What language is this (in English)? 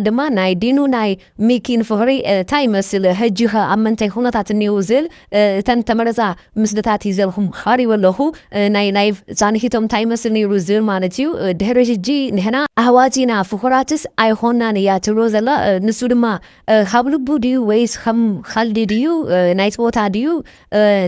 Tigrinya